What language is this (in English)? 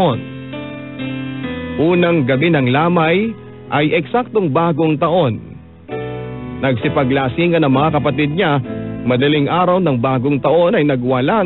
Filipino